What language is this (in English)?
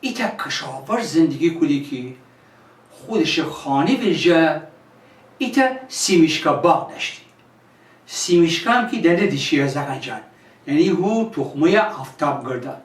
Gilaki